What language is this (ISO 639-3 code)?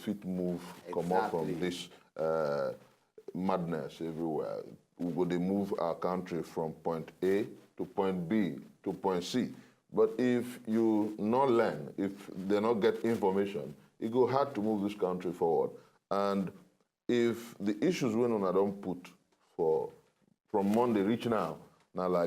pcm